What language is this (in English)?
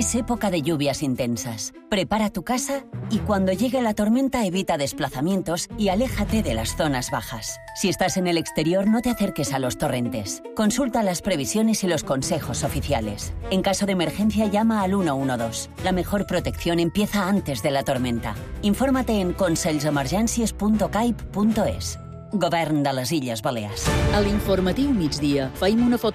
Catalan